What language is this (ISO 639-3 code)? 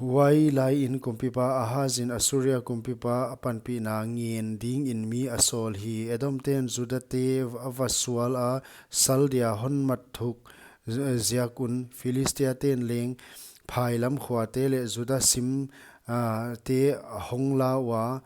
pck